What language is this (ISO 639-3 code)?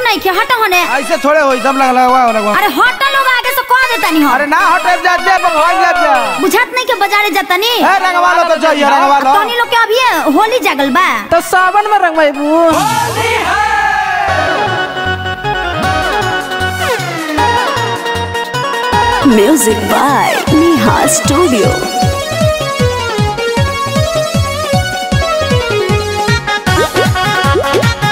bho